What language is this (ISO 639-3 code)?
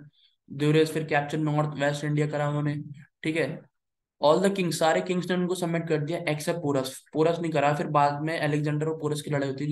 hin